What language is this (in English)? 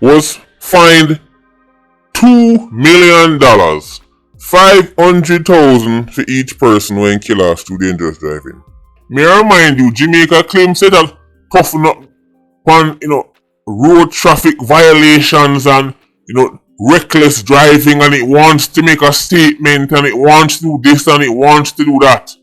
Jamaican Creole English